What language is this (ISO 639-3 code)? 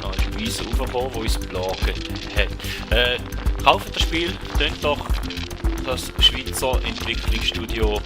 gsw